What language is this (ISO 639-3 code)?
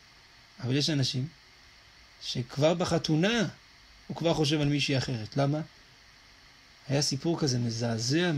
heb